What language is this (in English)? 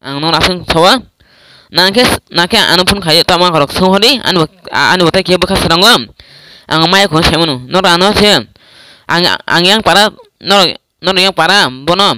Kok Borok